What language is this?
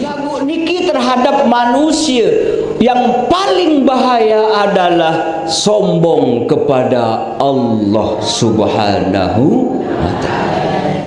Sasak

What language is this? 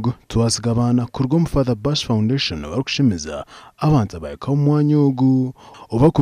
Nyankole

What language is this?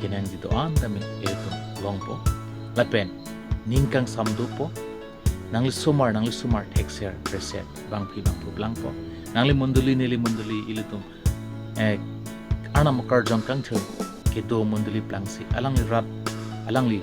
Karbi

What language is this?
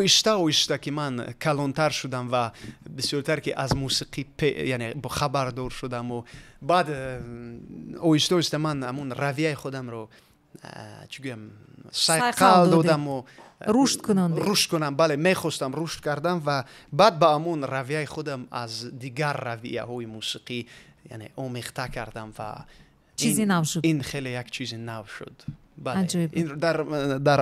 Tajik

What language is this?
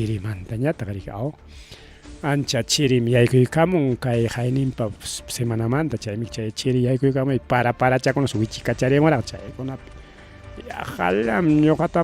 Ayacucho Quechua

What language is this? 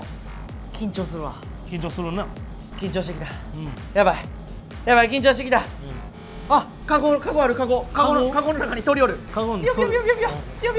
Japanese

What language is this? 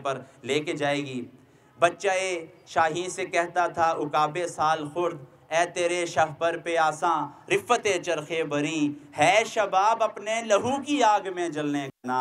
Urdu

